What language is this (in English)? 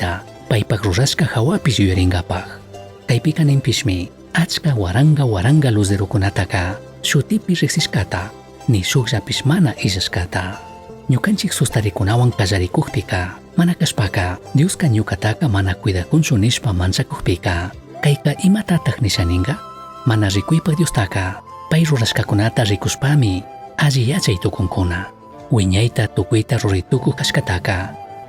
Chimborazo Highland Quichua